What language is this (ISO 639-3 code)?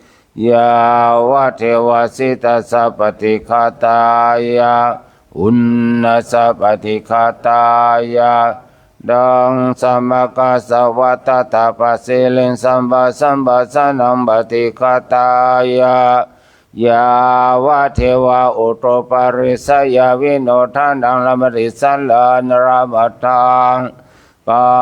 pli